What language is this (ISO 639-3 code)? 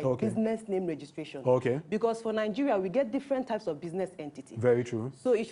pcm